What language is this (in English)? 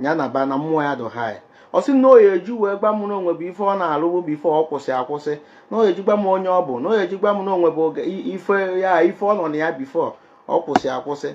Igbo